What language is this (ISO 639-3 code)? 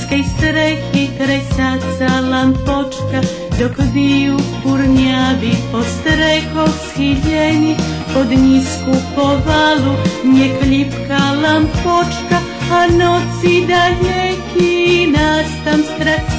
rue